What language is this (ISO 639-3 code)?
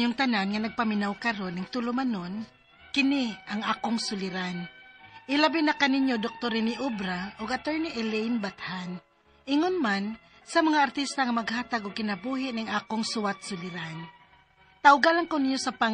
ceb